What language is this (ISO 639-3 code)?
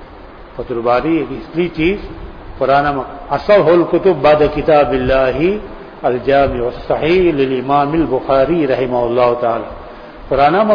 urd